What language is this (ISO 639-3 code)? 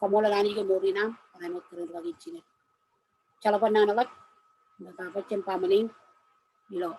mah